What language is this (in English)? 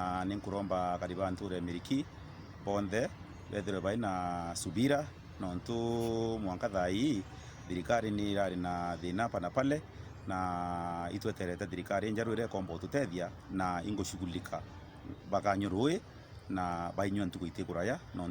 Meru